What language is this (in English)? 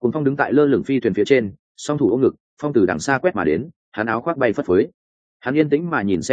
Vietnamese